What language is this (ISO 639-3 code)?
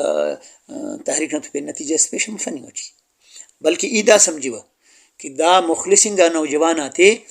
brh